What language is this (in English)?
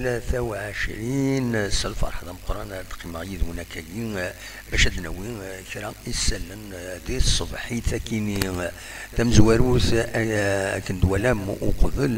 Kabyle